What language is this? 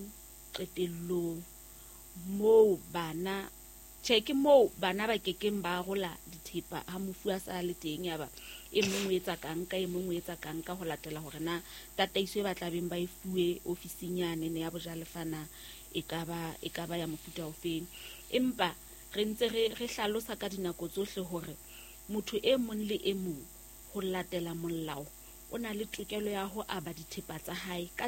Southern Sotho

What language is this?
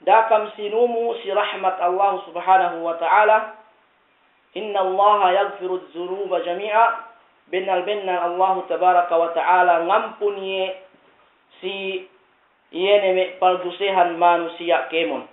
Yakan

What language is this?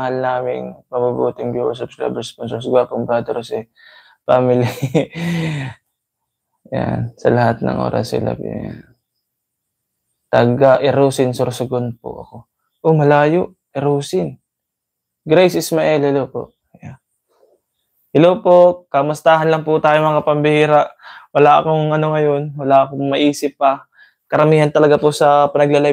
Filipino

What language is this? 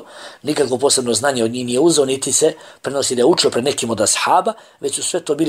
Bosnian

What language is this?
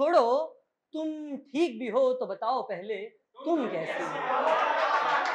Hindi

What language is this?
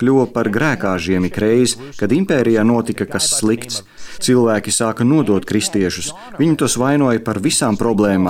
Latvian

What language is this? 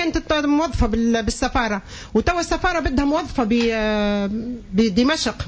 Tunisian Arabic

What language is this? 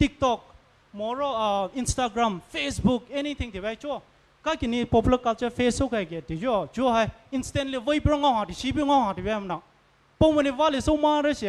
Poumei Naga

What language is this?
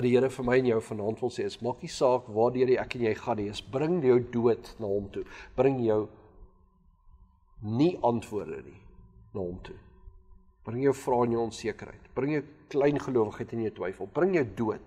Afrikaans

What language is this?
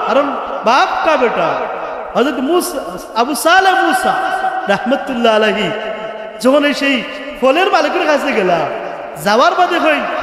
Sylheti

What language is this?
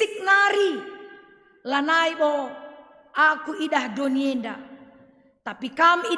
Batak Karo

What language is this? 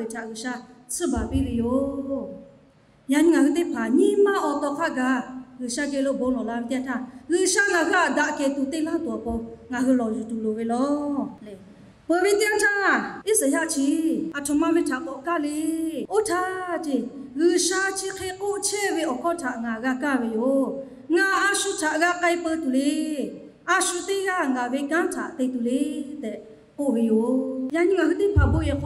Lahu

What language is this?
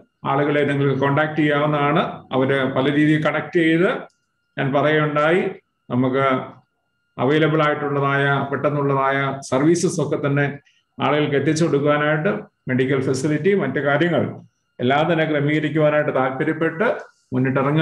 Malayalam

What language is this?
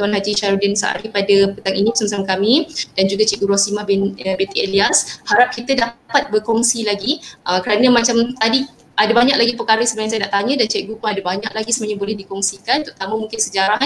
Malay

